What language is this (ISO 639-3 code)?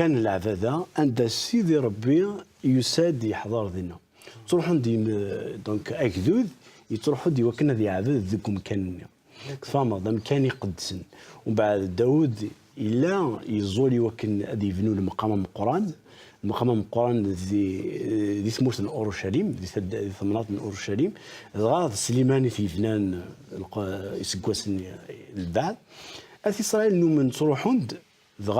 kab